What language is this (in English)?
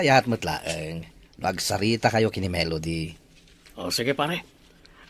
Iloko